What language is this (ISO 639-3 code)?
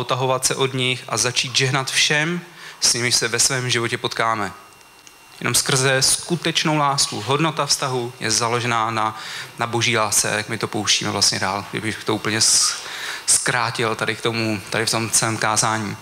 ces